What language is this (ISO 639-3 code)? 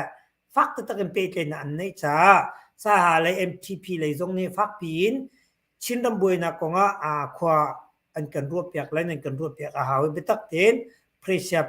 cnh